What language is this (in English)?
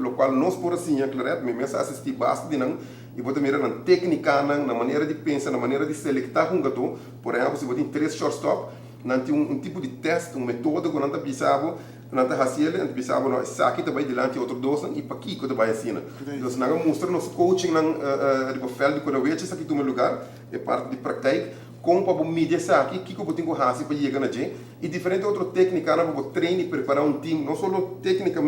Papiamento